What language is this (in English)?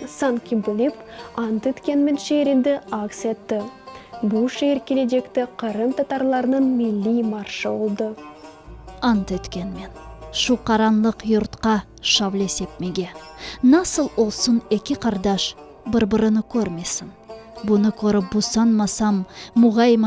Crimean Tatar